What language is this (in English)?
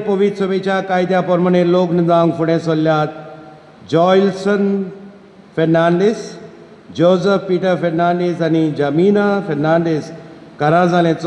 Konkani